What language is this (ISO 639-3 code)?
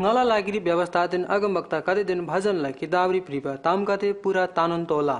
taj